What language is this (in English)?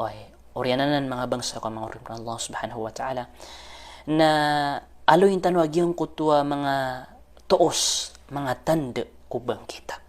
Maranao